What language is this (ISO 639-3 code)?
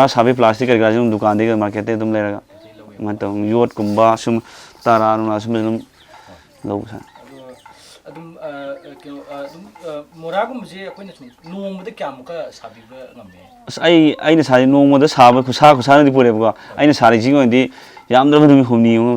mni